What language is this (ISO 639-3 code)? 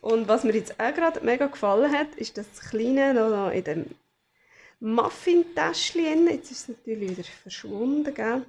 gsw